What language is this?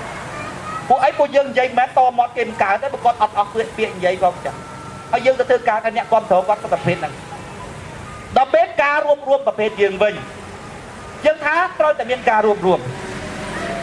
Khmer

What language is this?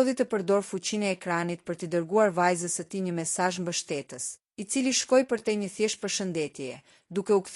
Albanian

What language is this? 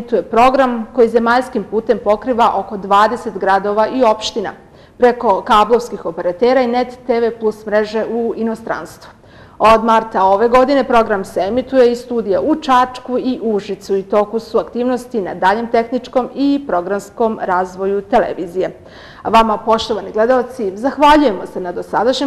Serbian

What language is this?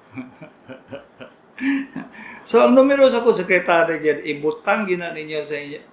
Cebuano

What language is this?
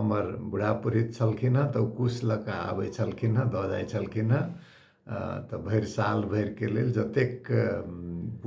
Maithili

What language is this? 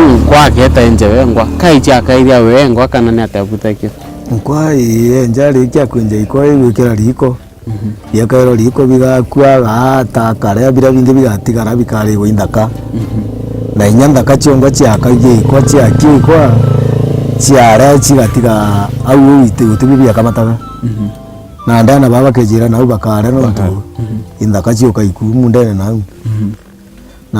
Meru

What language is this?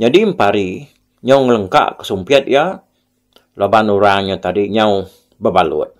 Iban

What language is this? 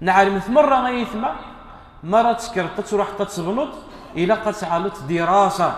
Kabyle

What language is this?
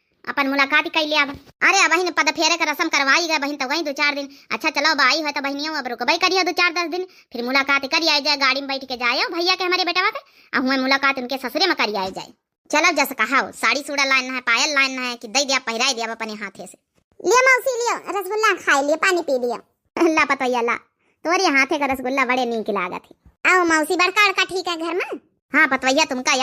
Awadhi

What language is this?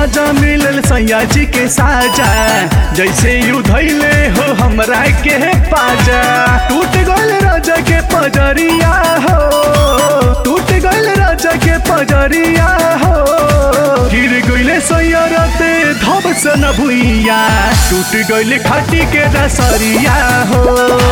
Bhojpuri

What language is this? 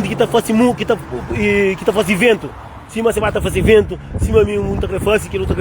Kabuverdianu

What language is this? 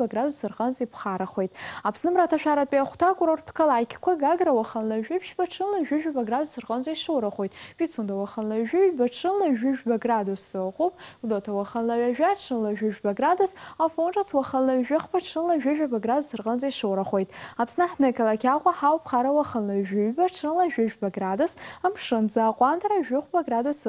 Abkhazian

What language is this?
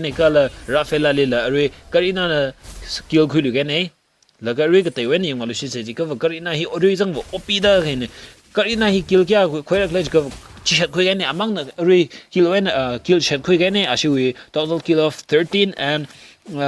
Tangkhul Naga (India)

